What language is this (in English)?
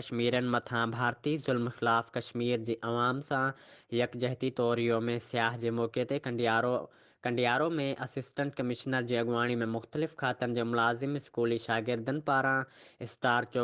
Sindhi